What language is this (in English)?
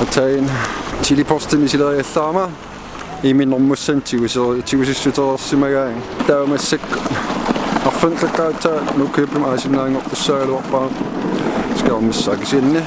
Kalaallisut